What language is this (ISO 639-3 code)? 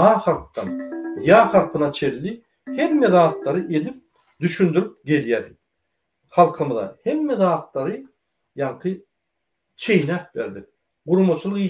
tuk